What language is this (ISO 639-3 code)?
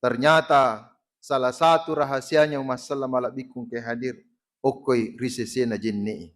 bug